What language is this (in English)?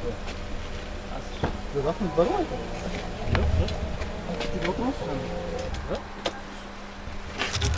Kazakh